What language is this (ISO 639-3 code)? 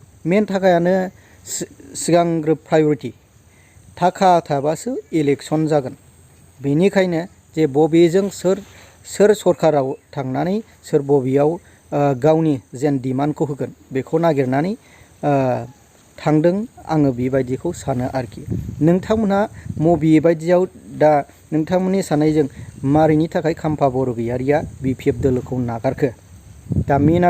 brx